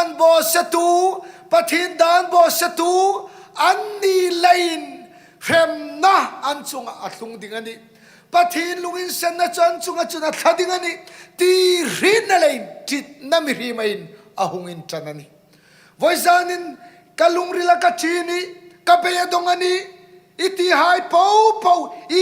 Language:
Hmar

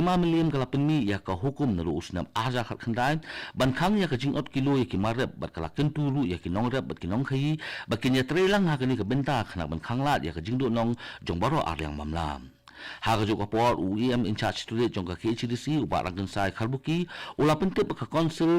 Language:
Khasi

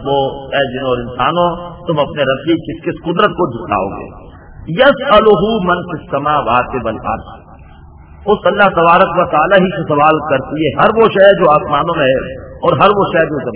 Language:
Urdu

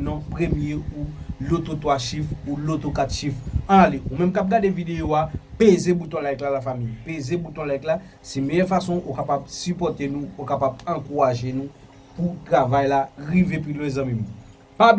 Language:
Haitian Creole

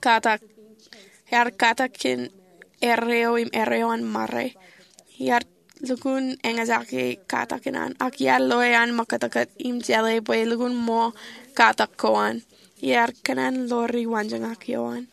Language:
Marshallese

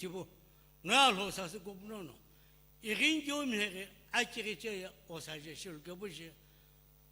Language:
Sumi Naga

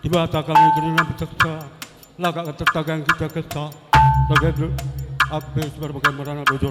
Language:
Batak Karo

